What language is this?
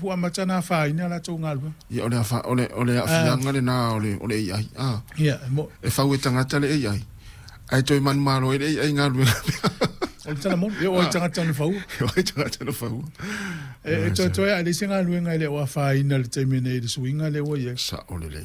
Samoan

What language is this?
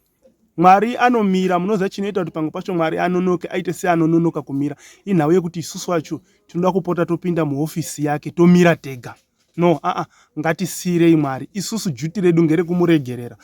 Shona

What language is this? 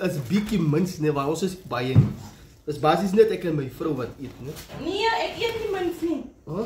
Afrikaans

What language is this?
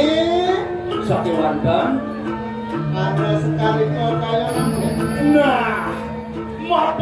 Balinese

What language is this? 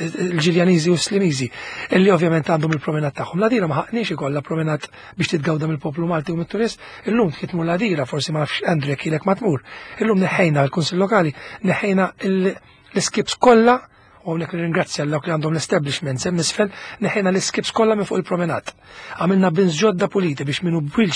Maltese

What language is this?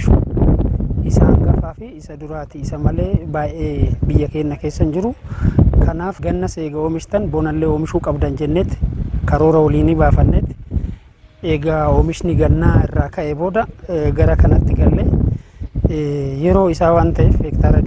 Oromo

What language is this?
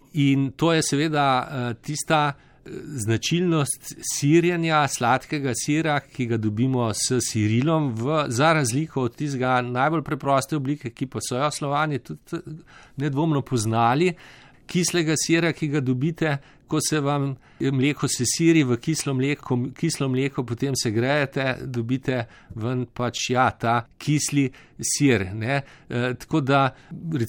Slovenian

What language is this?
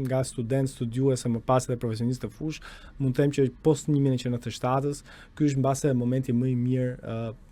Albanian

